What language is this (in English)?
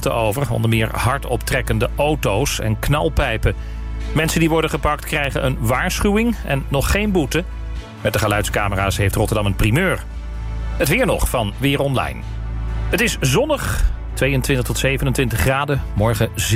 Dutch